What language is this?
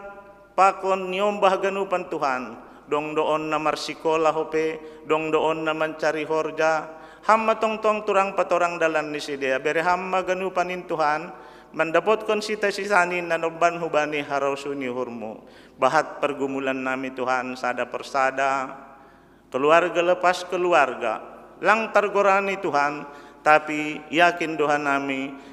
Batak Simalungun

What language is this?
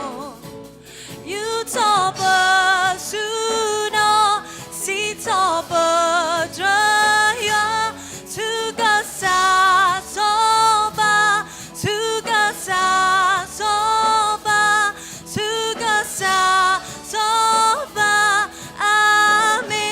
S'gaw Karen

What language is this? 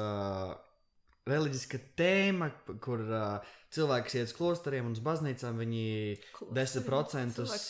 Latvian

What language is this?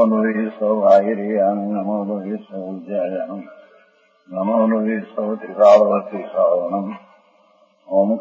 Gujarati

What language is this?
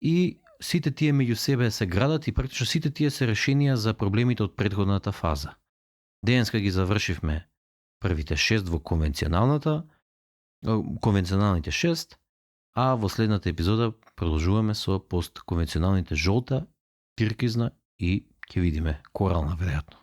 Macedonian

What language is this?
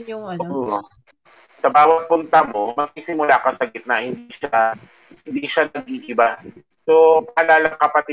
Filipino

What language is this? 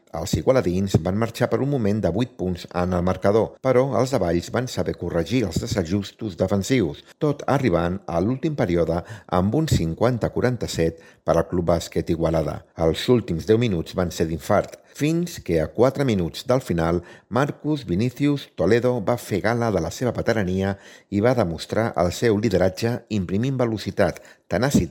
Catalan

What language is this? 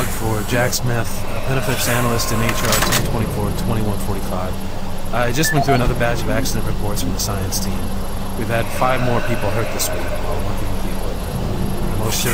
English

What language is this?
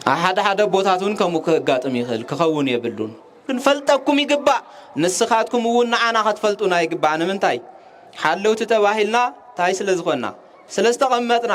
Tigrinya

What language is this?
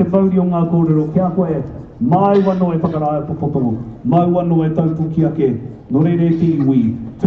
Māori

